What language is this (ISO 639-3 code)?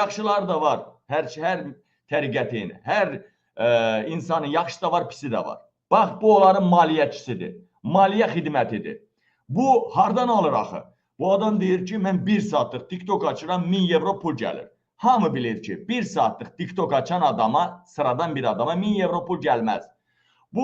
aze